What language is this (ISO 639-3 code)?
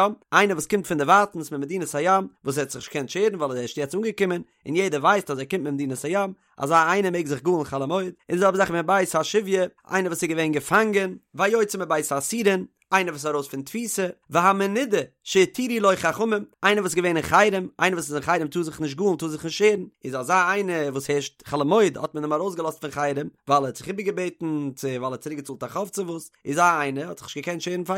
yid